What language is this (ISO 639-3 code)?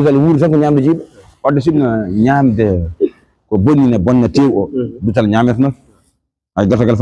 ful